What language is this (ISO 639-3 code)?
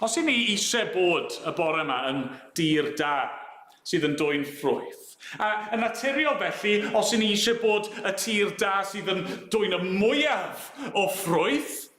cym